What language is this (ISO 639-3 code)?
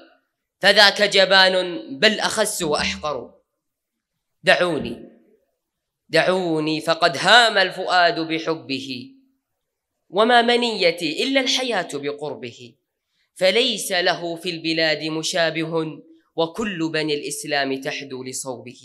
ara